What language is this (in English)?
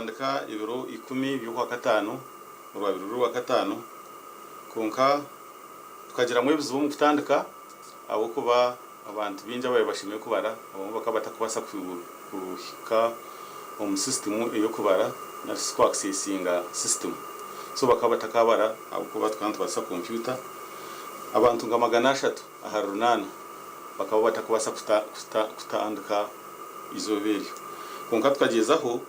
Nyankole